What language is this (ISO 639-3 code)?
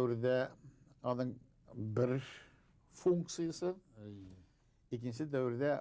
bak